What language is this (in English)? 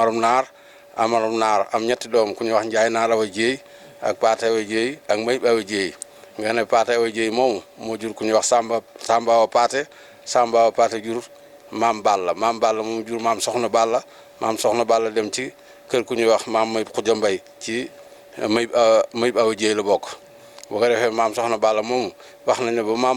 Wolof